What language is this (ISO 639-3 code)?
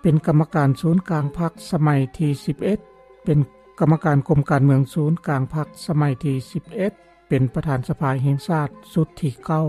lao